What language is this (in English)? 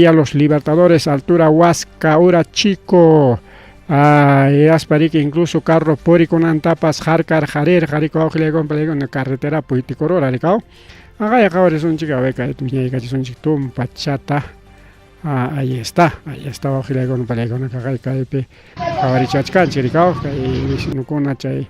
Ayacucho Quechua